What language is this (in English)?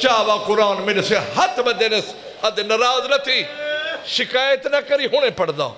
Saraiki